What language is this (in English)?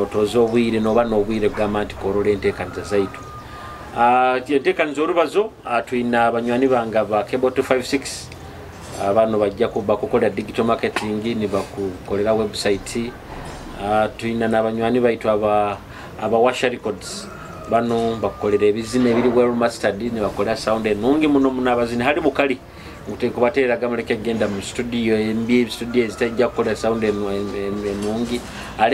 Nyoro